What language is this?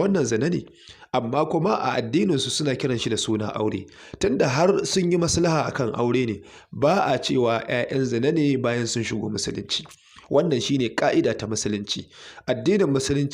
Hausa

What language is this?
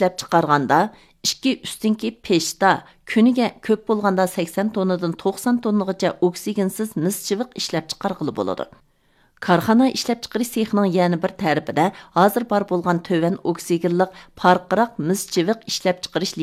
Uyghur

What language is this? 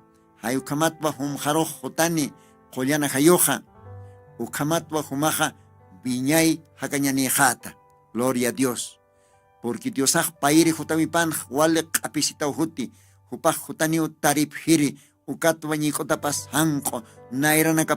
Aymara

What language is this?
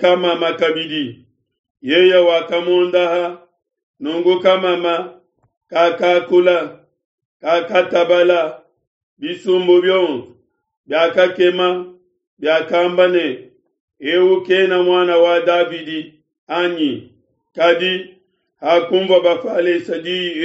Luba-Lulua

